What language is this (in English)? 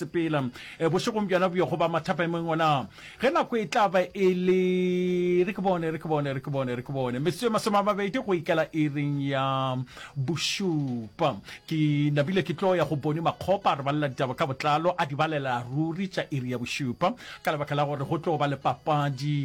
Northern Sotho